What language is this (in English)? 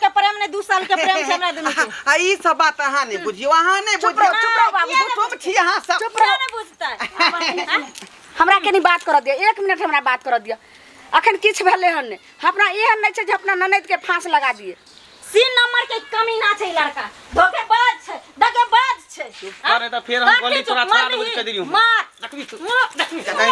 Maithili